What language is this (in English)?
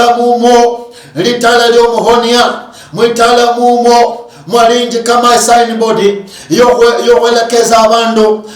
Luyia